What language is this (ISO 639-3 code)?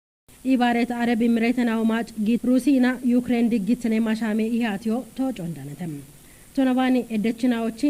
kbr